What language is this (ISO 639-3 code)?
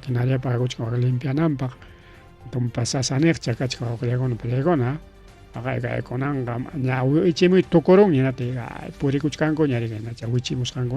quy